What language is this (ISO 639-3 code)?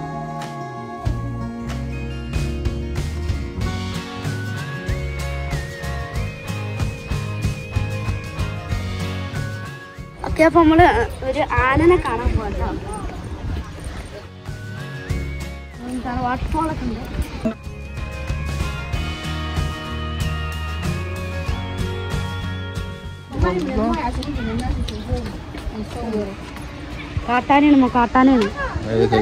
mal